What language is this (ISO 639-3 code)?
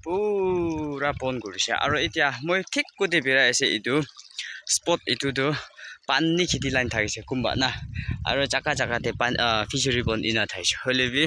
nag